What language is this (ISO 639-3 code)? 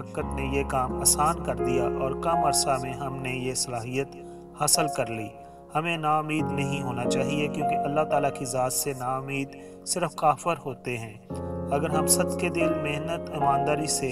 urd